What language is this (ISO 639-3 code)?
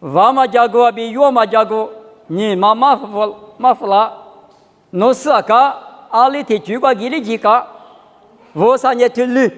lis